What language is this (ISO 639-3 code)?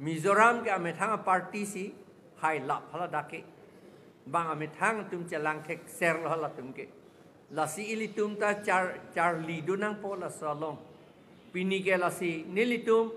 mjw